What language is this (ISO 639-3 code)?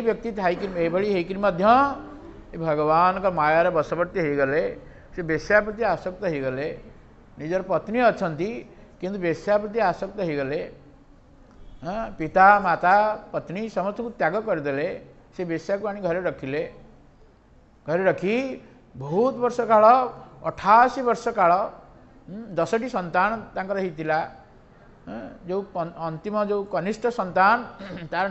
ori